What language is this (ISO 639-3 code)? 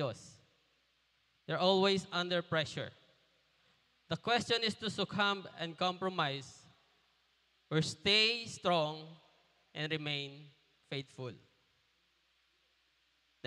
fil